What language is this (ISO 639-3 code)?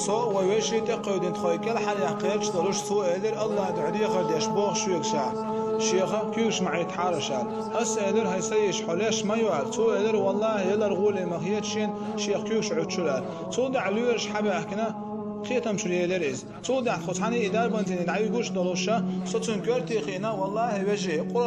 che